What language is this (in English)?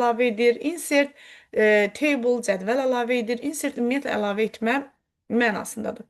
Azerbaijani